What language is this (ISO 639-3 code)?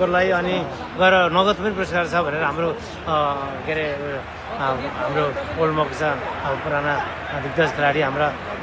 nep